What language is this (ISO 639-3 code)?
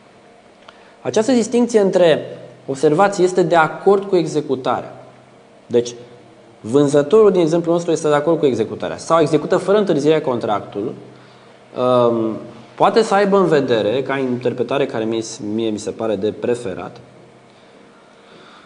ron